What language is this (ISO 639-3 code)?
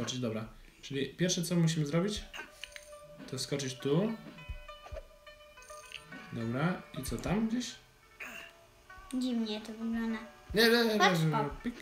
pol